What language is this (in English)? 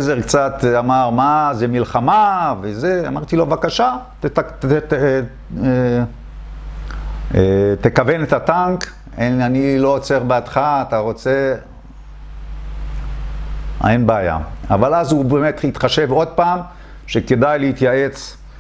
Hebrew